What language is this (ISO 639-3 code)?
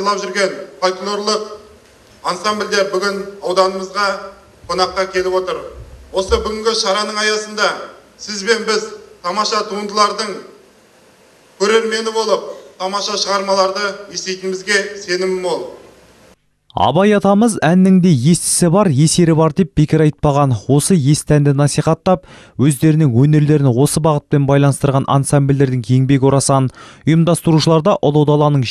kaz